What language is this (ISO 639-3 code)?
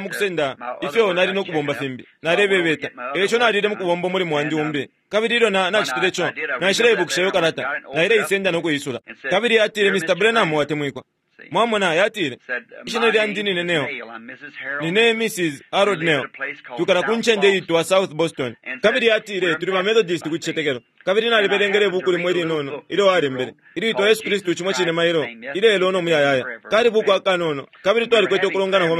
bem